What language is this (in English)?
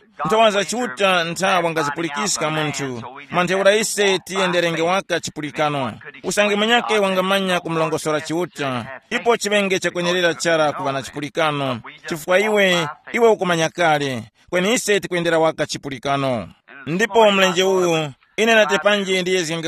Tumbuka